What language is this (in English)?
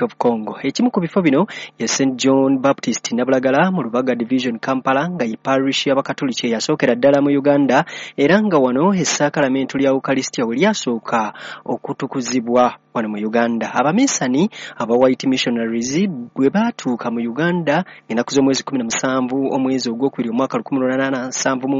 Ganda